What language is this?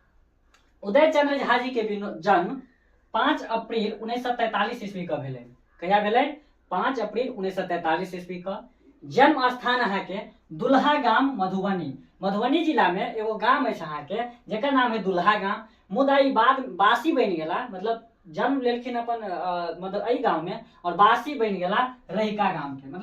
Maithili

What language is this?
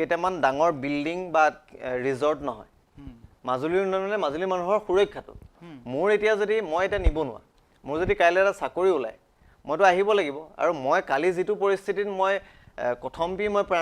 Assamese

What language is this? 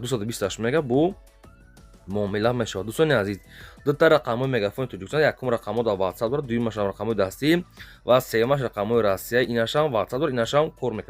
Tajik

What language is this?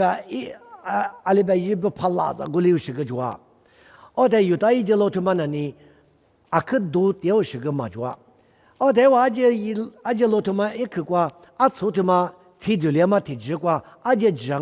Lisu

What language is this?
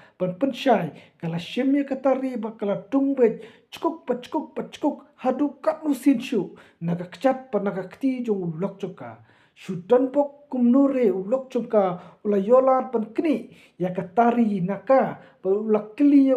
Khasi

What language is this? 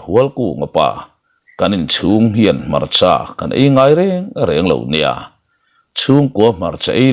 Mizo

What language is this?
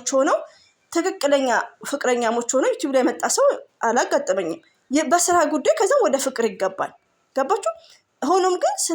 Amharic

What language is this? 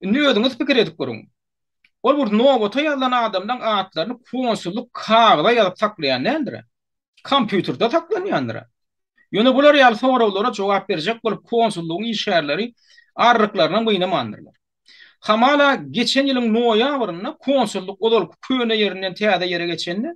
Turkmen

